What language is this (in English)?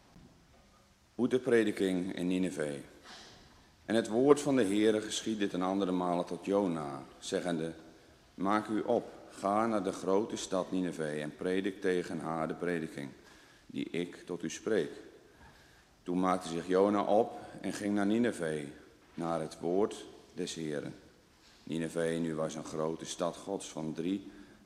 Dutch